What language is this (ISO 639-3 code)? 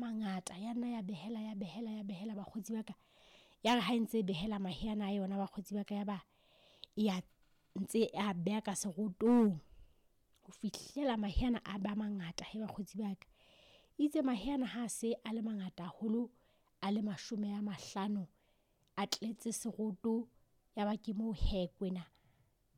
sot